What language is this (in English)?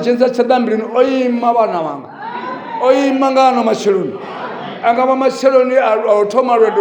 Venda